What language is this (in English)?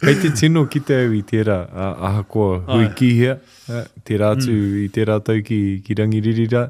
Māori